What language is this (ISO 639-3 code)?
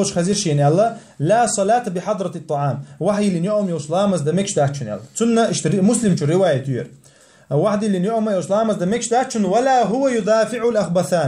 che